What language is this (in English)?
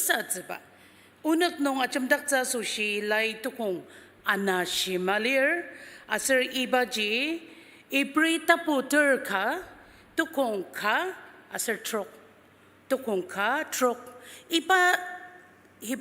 Ao Naga